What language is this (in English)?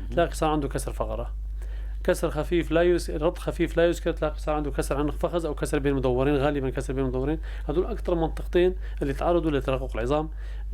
North Levantine Arabic